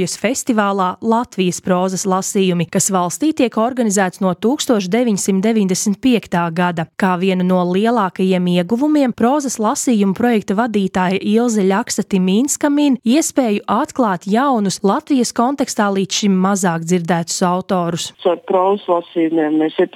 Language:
Latvian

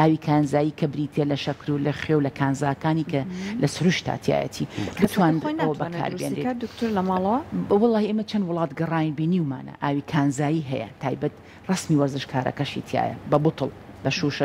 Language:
Central Kurdish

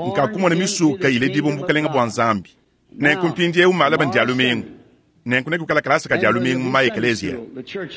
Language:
Luba-Lulua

